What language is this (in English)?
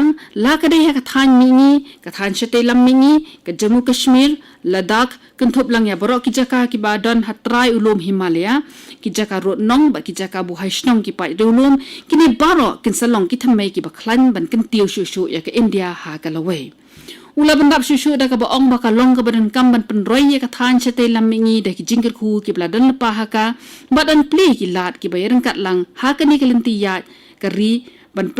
Khasi